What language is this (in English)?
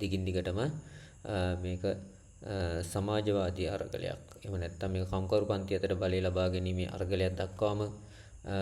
Sinhala